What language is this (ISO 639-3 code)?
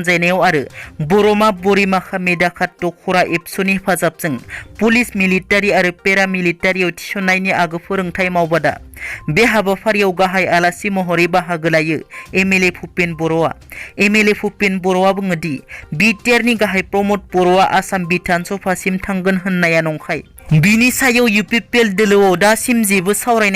brx